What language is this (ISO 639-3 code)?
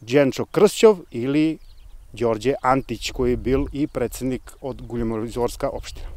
hrv